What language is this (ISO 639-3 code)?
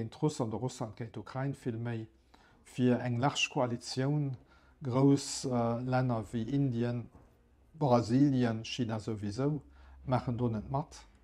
ltz